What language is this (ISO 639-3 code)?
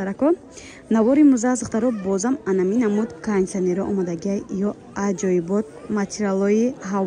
tgk